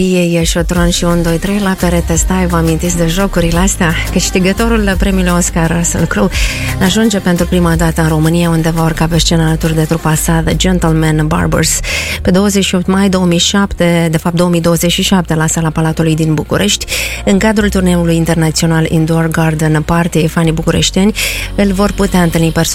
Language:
Romanian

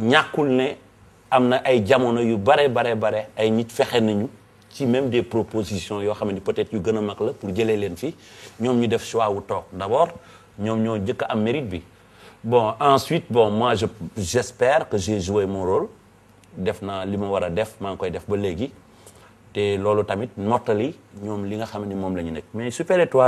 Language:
Wolof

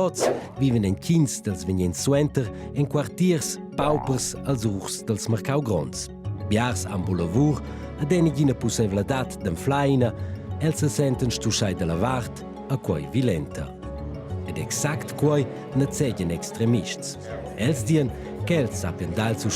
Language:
Romansh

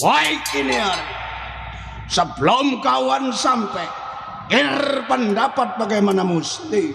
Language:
Betawi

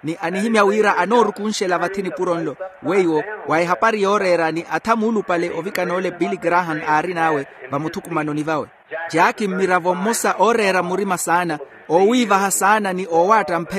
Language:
Makhuwa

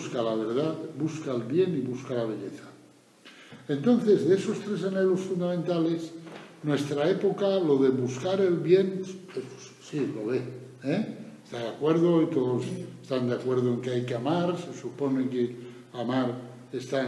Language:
Spanish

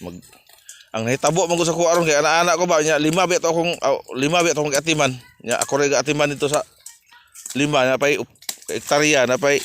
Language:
Cebuano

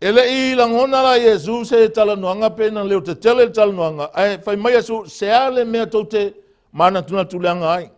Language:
Samoan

